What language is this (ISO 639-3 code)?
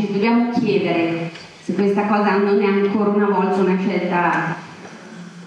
ita